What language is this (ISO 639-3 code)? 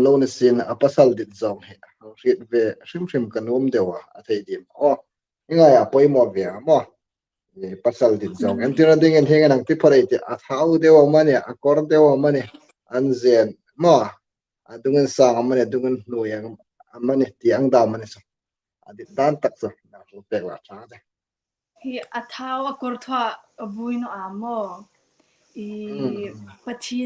hmr